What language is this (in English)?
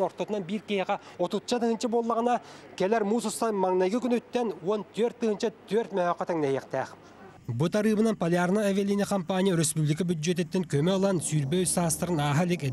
Yakut